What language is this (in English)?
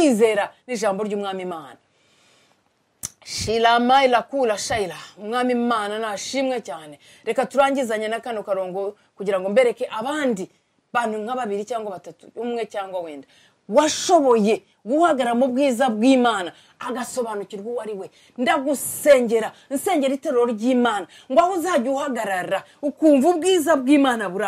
Kinyarwanda